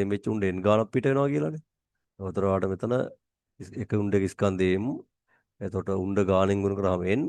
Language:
Sinhala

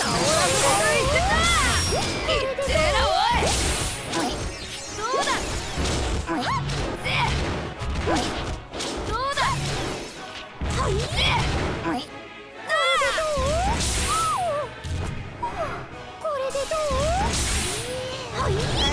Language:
Japanese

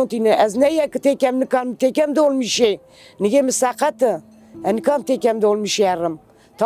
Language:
Kurdish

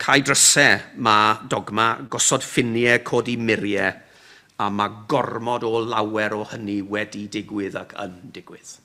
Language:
Welsh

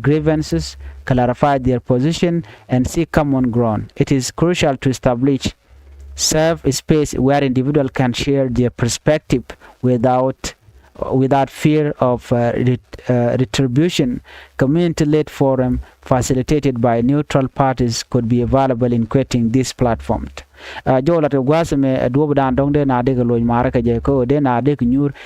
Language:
Nuer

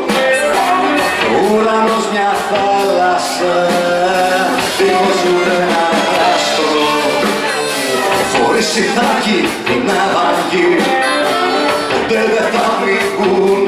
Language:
Greek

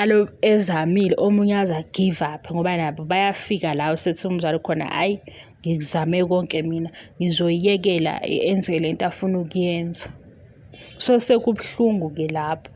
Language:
Zulu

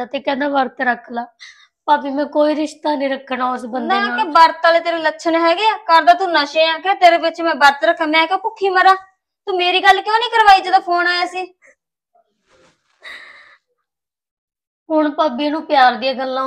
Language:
Punjabi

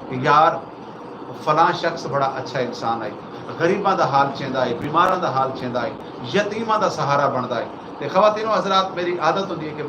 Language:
Saraiki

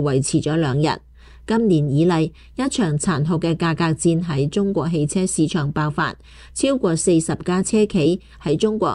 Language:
Cantonese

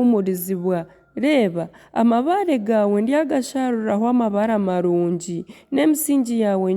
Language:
Nyankole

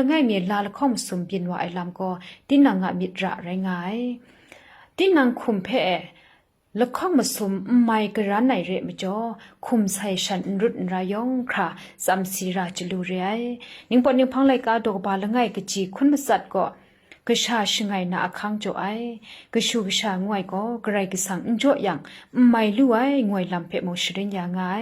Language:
Kachin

